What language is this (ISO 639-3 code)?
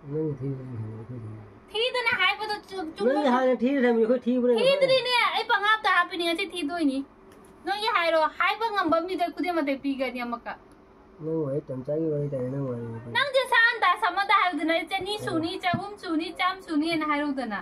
mni